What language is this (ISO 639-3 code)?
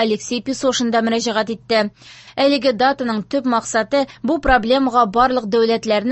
tat